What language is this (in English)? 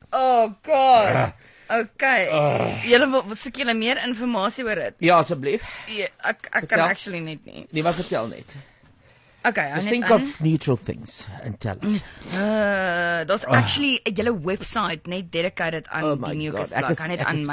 Afrikaans